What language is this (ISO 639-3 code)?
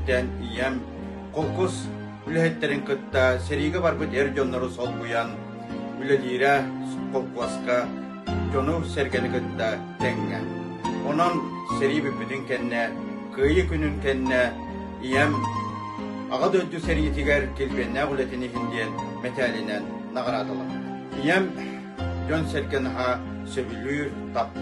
sah